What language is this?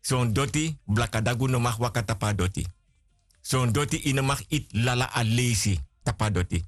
Sranan Tongo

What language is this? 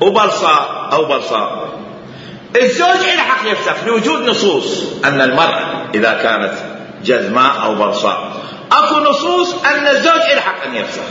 Mesopotamian Arabic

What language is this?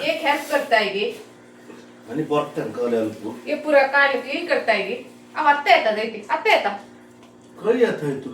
Konkani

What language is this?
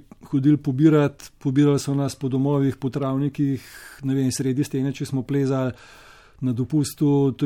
Slovenian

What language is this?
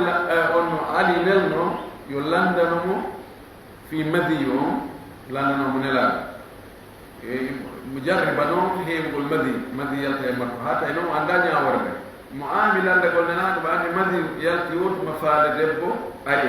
Fula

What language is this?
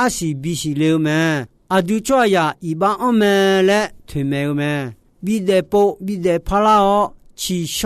Akha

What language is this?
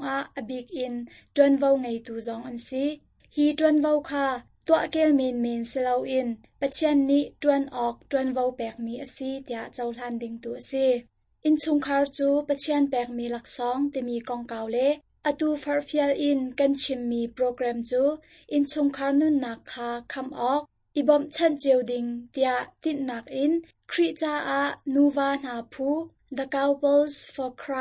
Hakha Chin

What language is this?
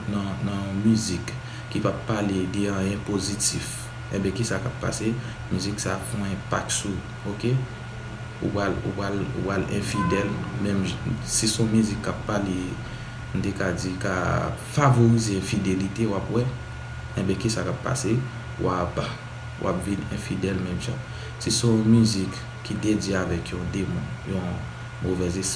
Haitian Creole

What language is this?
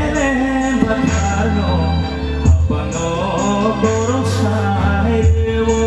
Kok Borok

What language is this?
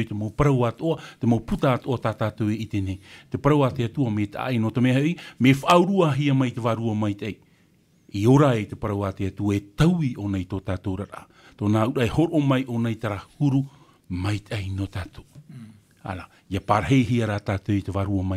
Tahitian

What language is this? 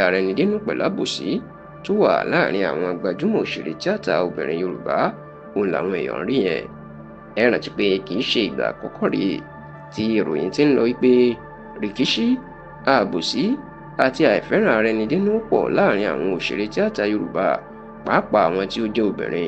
Yoruba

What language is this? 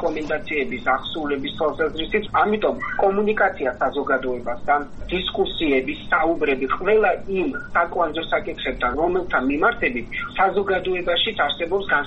Georgian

